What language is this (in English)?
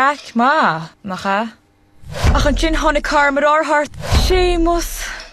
Irish